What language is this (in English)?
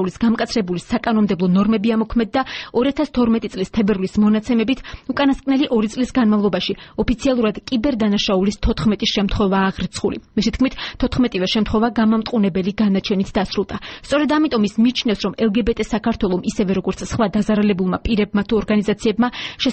Georgian